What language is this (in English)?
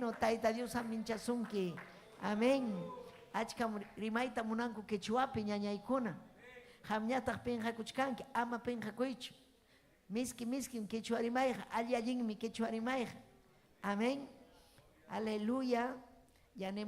Ayacucho Quechua